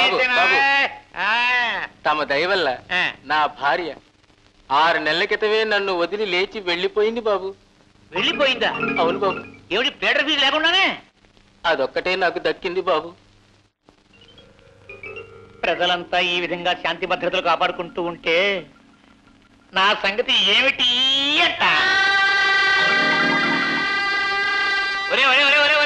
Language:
Telugu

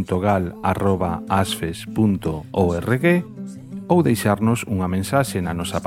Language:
Galician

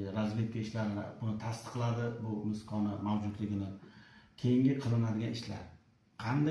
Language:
Uzbek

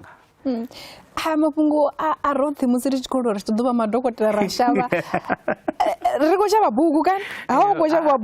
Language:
Venda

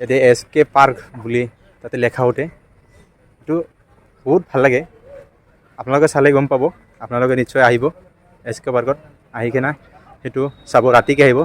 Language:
Assamese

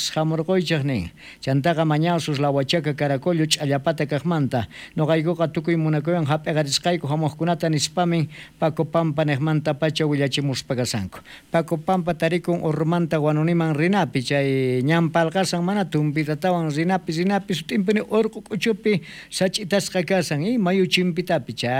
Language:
South Bolivian Quechua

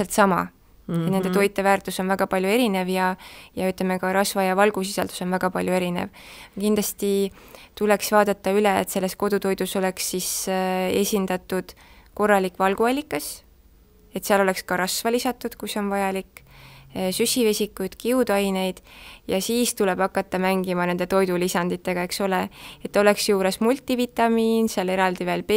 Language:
Estonian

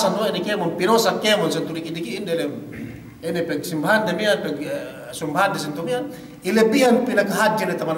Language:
Yakan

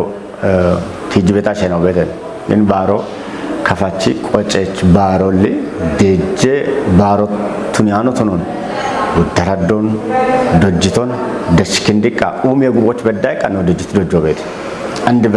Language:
Kafa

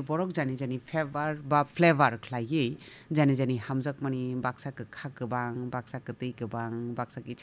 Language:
Kok Borok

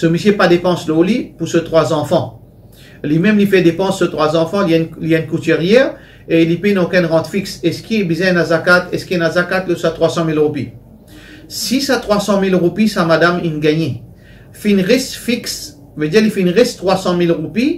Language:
Morisyen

